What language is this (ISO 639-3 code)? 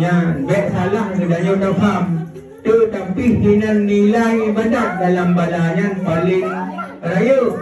ace